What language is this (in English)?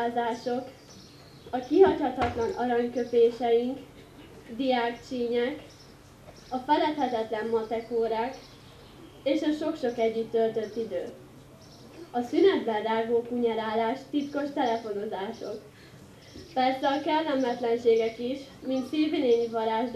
Hungarian